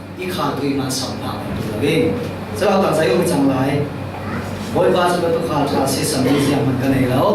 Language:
Falam Chin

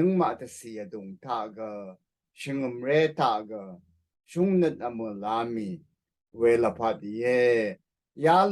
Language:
Rawang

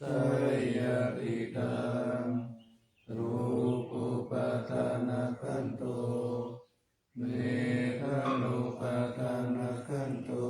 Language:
Pali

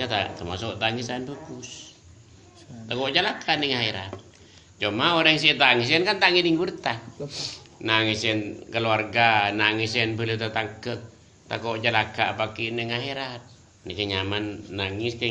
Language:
Madurese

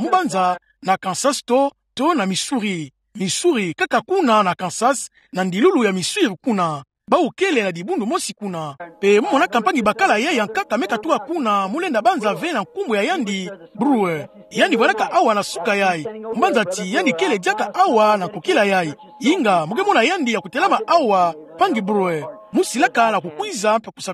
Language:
Kituba (Democratic Republic of Congo)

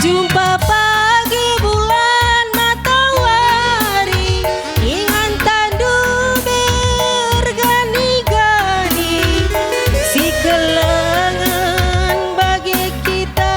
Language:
Batak Karo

